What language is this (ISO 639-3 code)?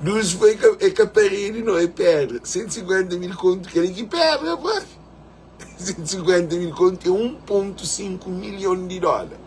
kea